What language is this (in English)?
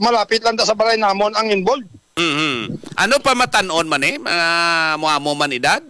Hiligaynon